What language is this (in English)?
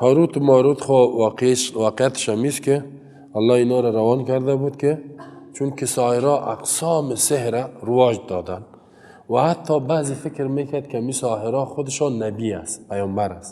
Persian